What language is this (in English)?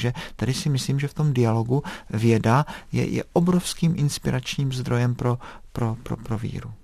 Czech